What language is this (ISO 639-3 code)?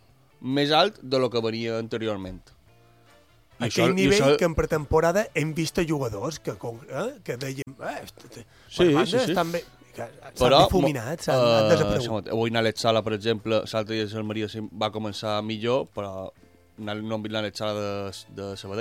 cat